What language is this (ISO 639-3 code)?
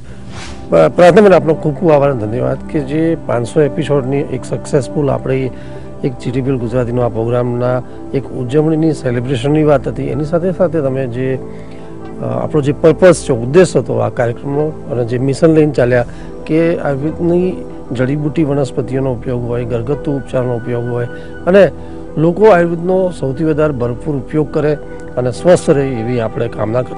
guj